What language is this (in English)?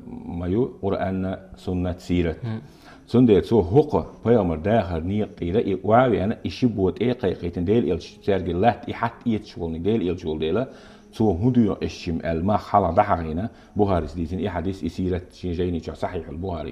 Chechen